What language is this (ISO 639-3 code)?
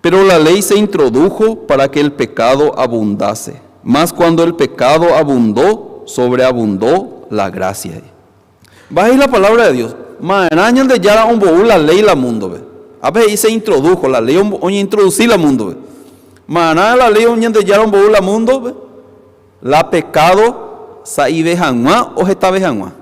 grn